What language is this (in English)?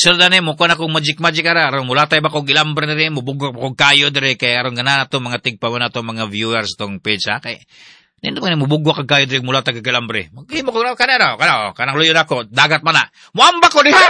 Cebuano